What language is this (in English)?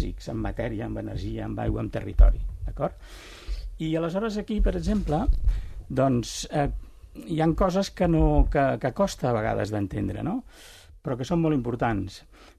Catalan